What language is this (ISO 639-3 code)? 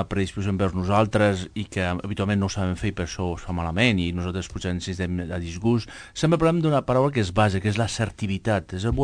cat